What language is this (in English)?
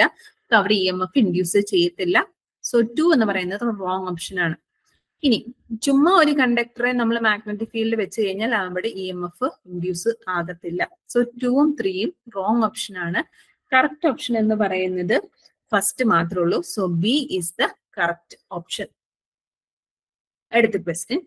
Malayalam